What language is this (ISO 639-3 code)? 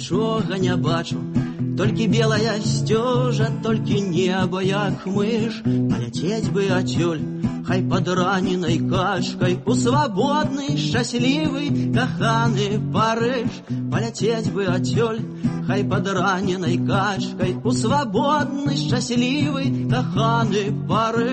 bel